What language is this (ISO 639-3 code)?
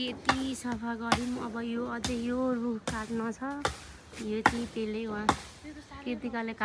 nep